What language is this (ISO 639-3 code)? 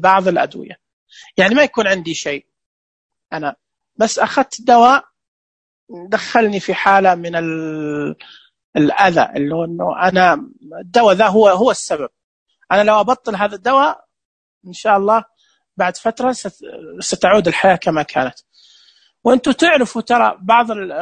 ars